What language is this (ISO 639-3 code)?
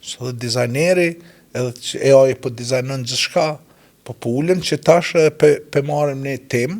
sqi